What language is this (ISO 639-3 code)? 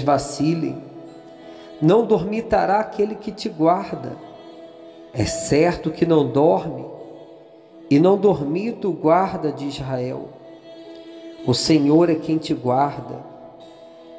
por